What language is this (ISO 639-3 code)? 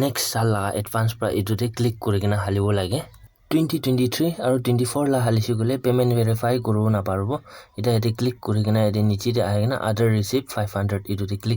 nag